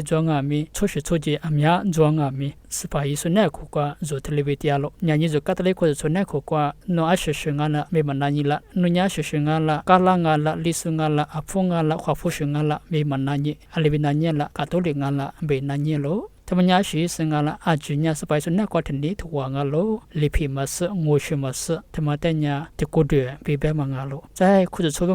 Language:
Lisu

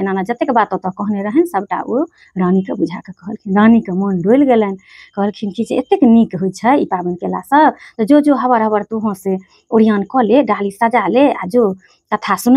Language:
Maithili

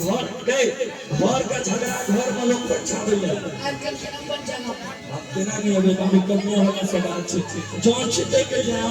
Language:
Maithili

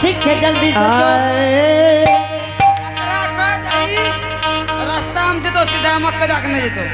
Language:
Angika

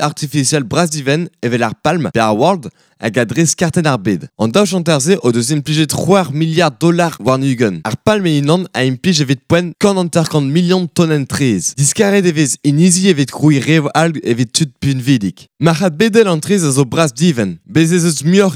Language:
Breton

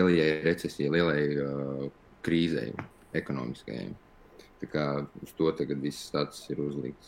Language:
Latvian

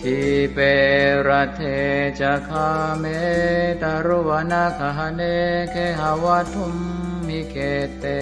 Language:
Pali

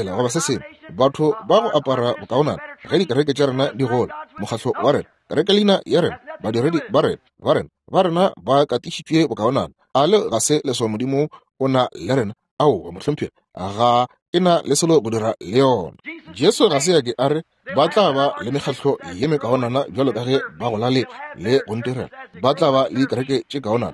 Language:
Northern Sotho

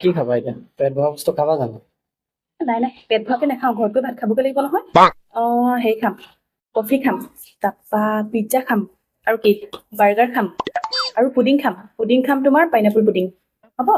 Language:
Assamese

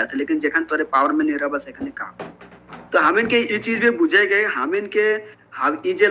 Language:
Sadri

